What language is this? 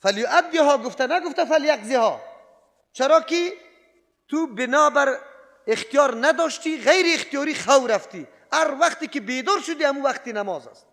Persian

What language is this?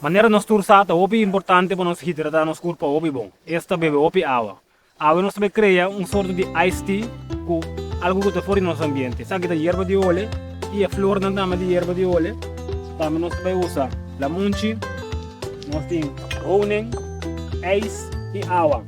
Papiamento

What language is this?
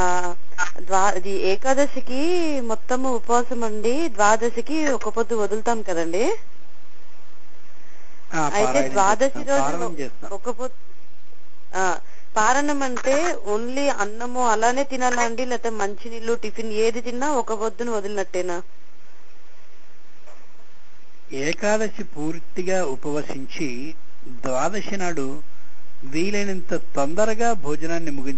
Telugu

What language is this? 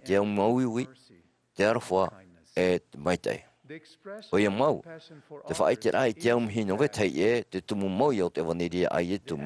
Tahitian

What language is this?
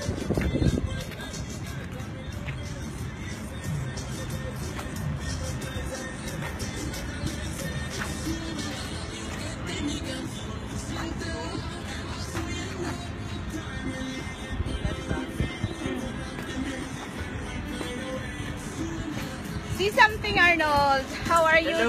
Filipino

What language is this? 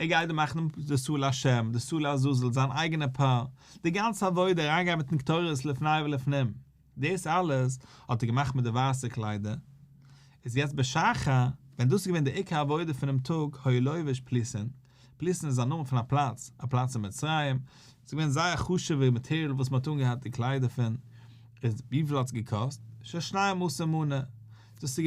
Yiddish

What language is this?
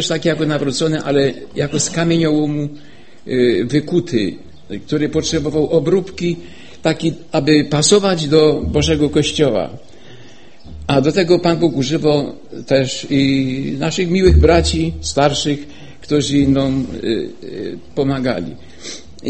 Polish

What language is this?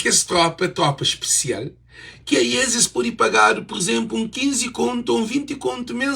Kabuverdianu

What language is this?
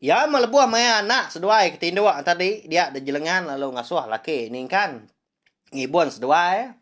Iban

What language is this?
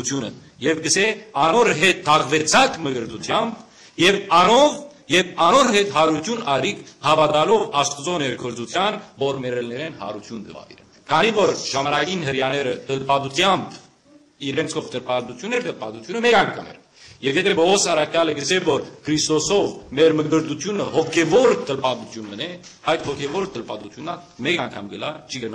Western Armenian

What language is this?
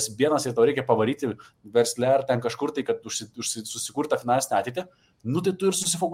Lithuanian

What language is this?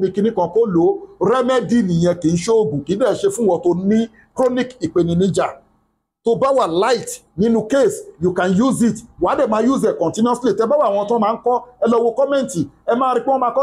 Yoruba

